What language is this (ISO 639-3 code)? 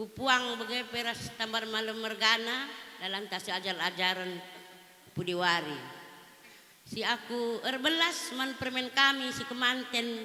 btx